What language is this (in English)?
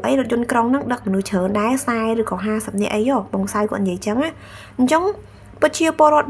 Khmer